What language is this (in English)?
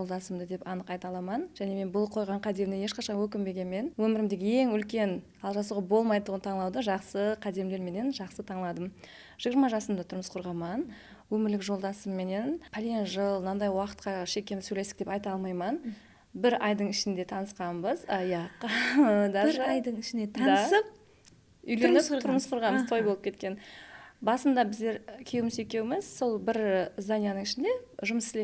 Kara-Kalpak